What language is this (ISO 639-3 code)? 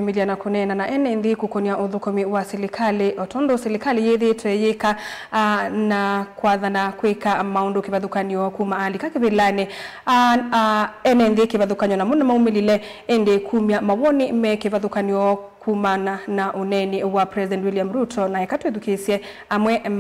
kam